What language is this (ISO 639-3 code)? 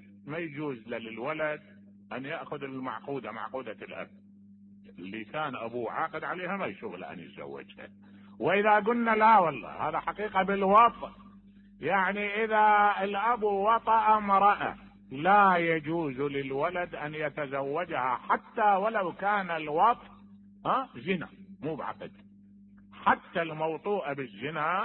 acm